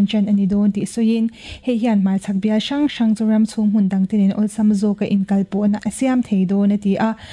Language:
Mizo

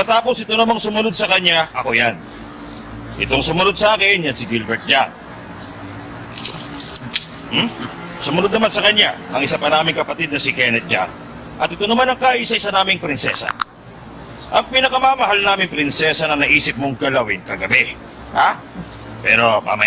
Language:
Filipino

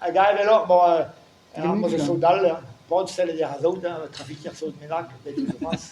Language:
Breton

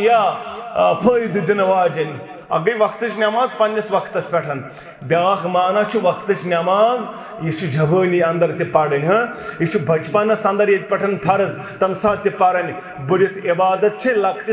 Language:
Kashmiri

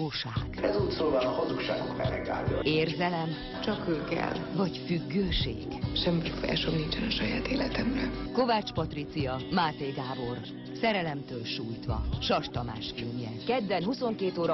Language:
Hungarian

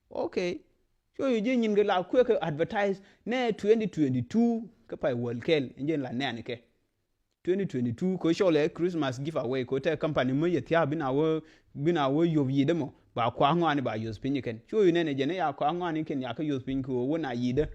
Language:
Nuer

